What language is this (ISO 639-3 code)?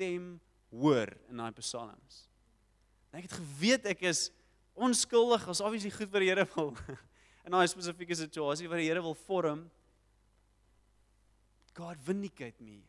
afr